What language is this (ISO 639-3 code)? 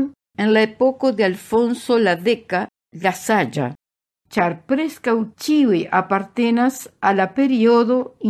epo